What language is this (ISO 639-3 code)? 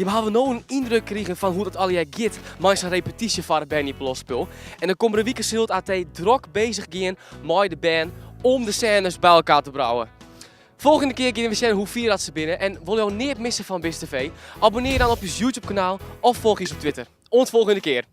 fry